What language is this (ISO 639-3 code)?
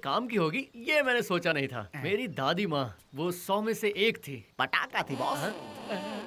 hin